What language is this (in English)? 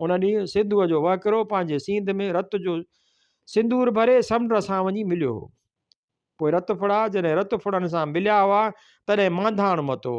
Sindhi